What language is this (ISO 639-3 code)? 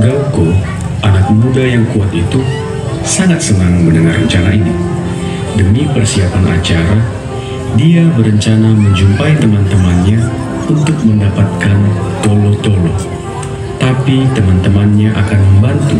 nia